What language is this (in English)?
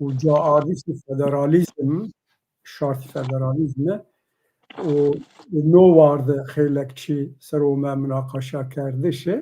Zaza